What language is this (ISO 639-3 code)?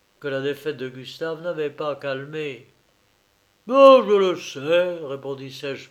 fra